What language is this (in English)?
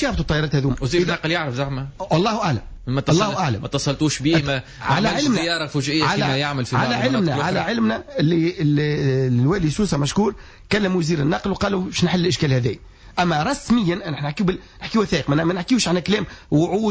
Tunisian Arabic